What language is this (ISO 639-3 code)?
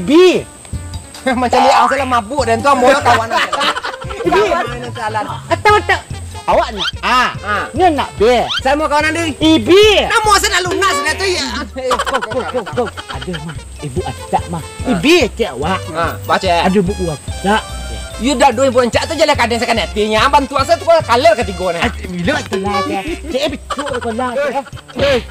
min